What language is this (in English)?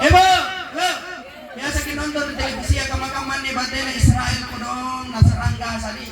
Makasar